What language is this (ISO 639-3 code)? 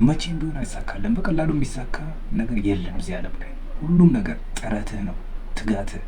amh